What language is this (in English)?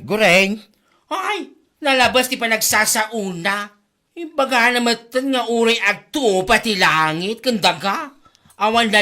Iloko